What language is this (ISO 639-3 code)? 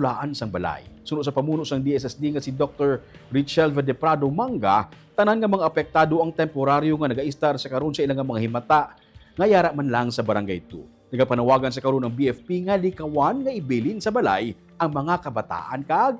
hil